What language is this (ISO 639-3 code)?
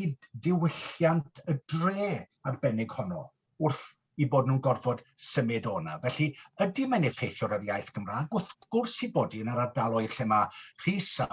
cym